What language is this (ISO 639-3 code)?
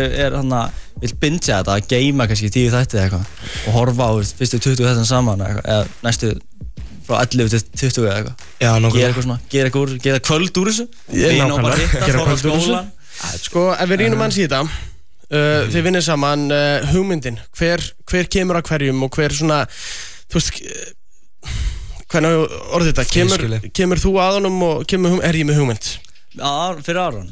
isl